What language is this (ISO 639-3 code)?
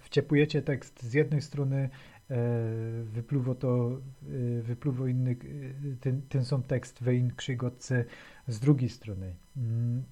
szl